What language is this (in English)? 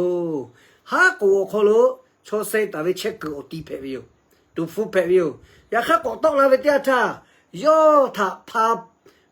Lahu